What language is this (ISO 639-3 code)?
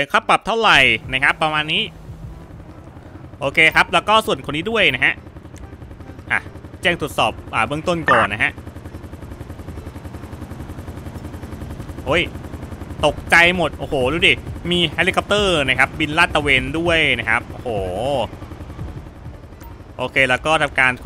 tha